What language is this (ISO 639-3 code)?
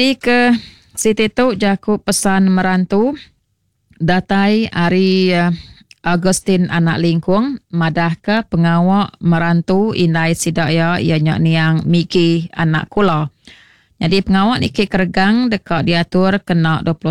iba